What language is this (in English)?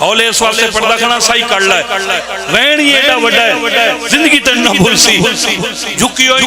Pahari-Potwari